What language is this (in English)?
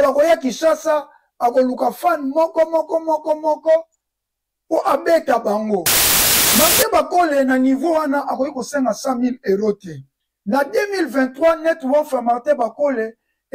Lingala